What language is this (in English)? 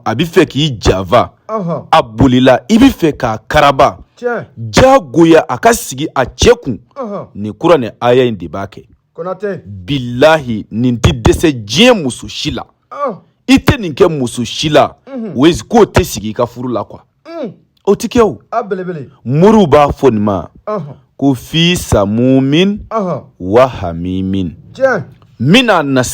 Bambara